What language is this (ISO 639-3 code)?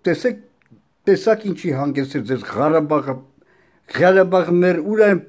hye